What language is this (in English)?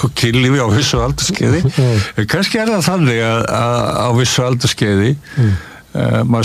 Icelandic